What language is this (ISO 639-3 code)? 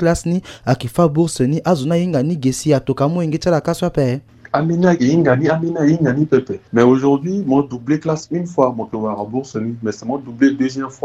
sag